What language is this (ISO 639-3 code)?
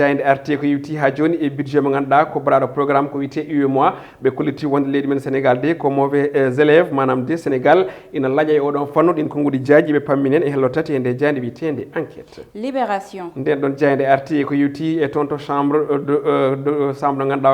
ful